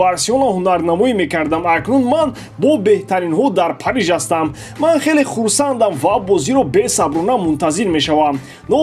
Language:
Tajik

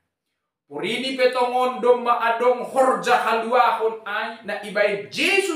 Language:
Batak Simalungun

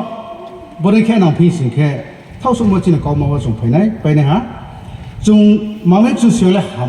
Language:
Riang (India)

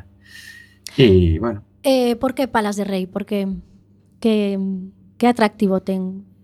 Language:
Galician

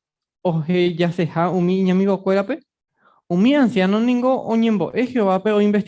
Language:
Guarani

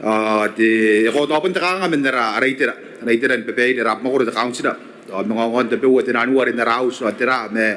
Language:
Gilbertese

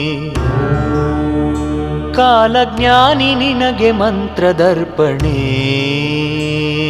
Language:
Kannada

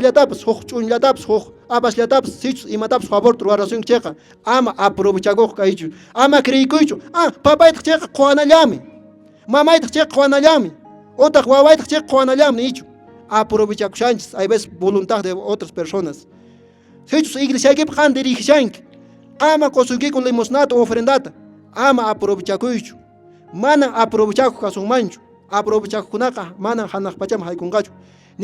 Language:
Quechua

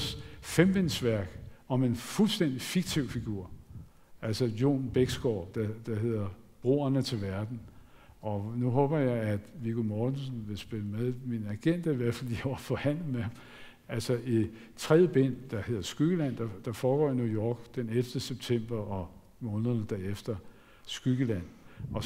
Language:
Danish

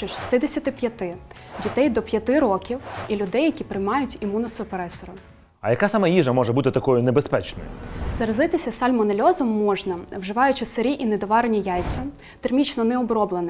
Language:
Ukrainian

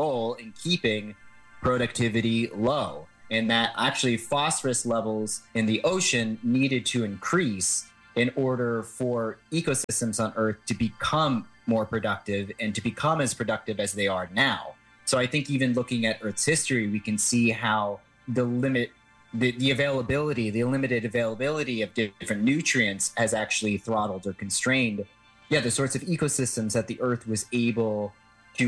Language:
English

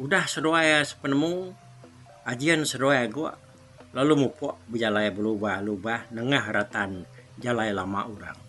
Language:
Iban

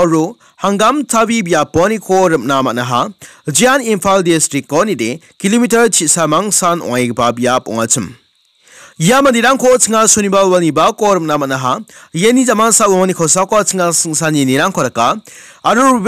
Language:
Garo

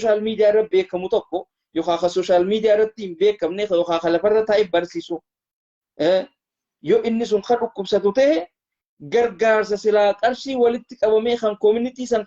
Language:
Oromo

